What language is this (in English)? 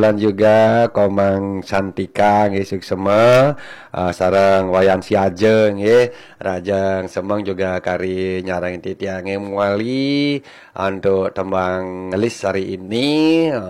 Balinese